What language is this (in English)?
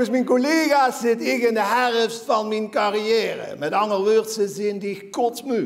Limburgish